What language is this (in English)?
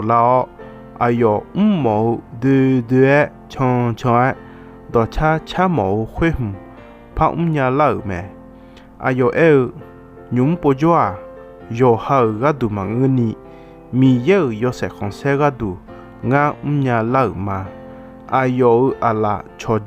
Akha